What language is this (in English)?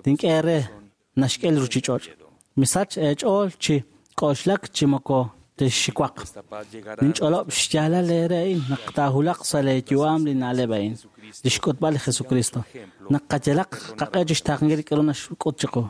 Kekchí